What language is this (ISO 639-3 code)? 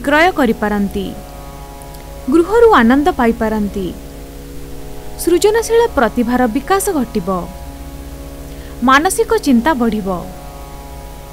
ori